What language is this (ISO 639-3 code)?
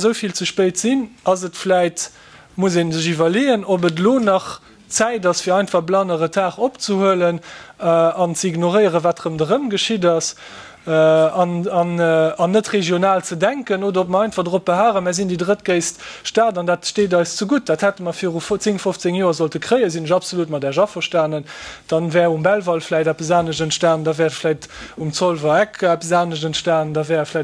ltz